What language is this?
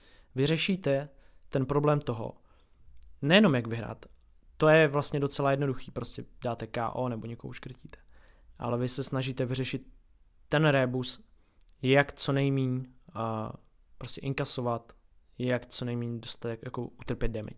Czech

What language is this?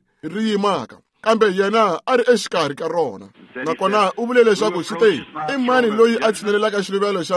Tsonga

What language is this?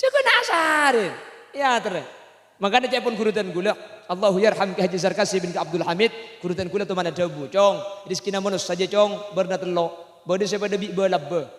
Madurese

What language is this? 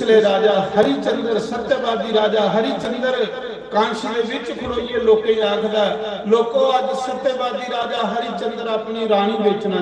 Dogri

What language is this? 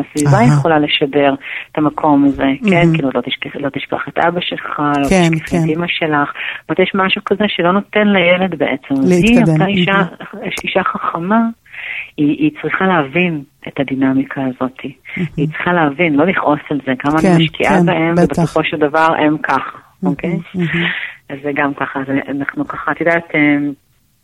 Hebrew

